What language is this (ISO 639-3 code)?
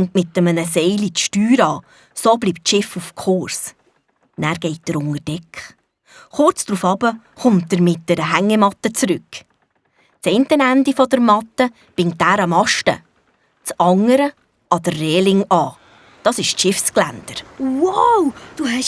gsw